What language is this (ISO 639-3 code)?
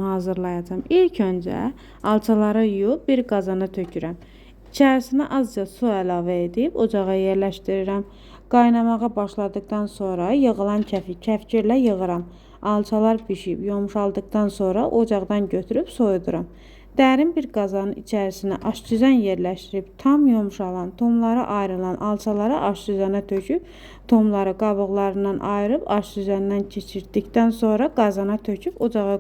aze